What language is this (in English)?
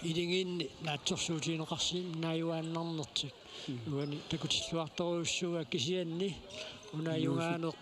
Kalaallisut